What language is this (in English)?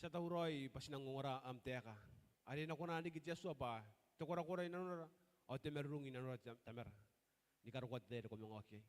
Gilbertese